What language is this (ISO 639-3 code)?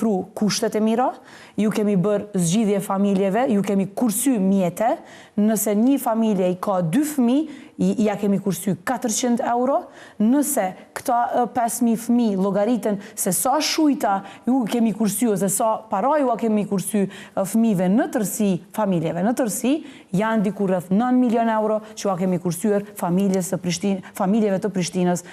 sqi